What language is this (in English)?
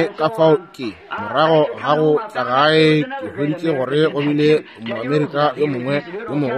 Northern Sotho